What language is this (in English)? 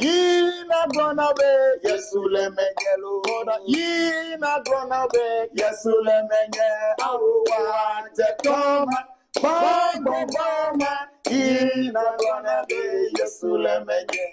Ewe